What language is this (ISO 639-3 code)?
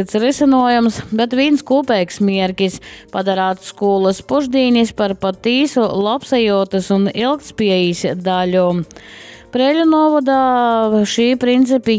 ltg